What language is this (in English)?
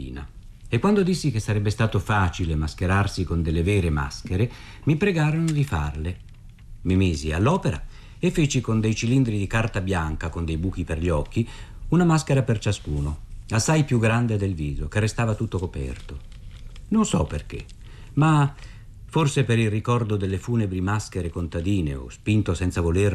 Italian